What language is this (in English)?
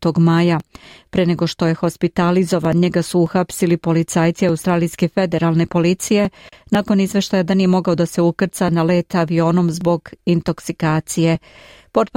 Serbian